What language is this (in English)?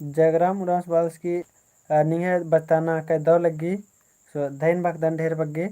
Kurukh